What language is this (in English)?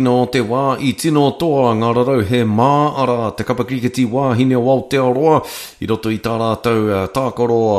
Māori